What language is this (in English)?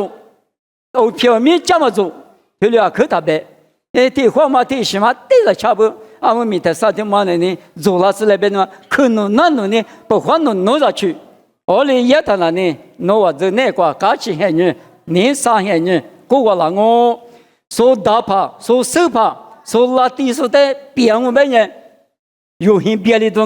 Lisu